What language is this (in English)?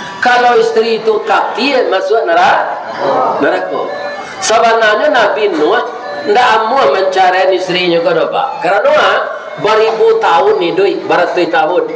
Minangkabau